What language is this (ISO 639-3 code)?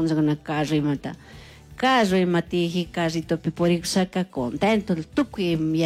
qug